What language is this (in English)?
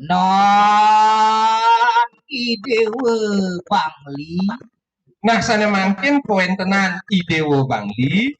Balinese